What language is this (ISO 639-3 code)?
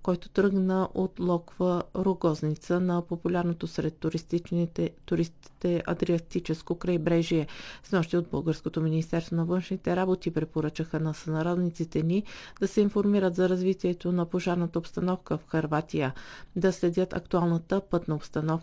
bul